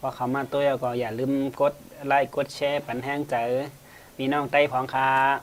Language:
Shan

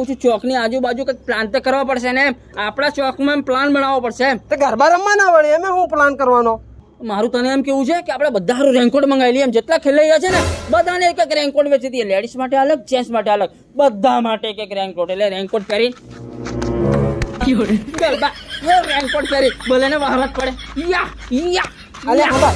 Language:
Gujarati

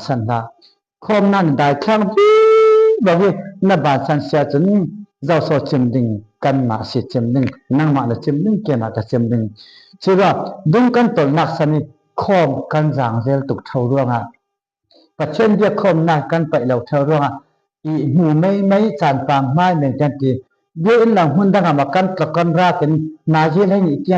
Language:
Falam Chin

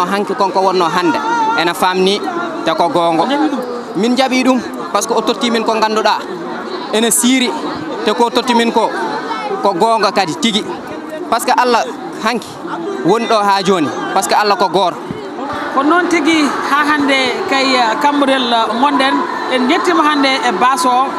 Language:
Fula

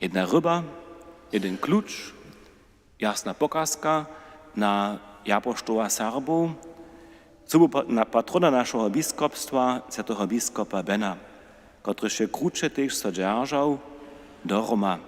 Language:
Upper Sorbian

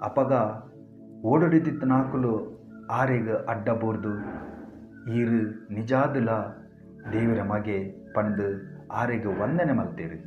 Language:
Tulu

